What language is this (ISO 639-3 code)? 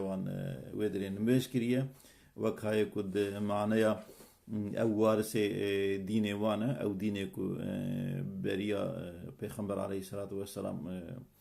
kur